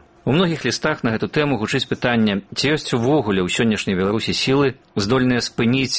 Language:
Belarusian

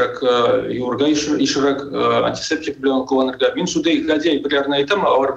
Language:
Tatar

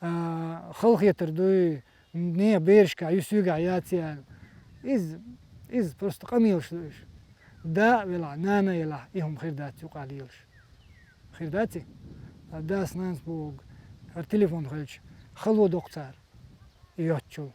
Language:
Chechen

